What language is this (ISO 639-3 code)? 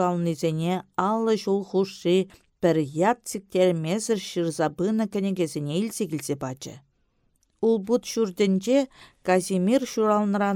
chv